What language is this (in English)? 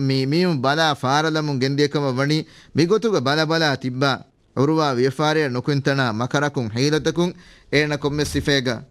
Divehi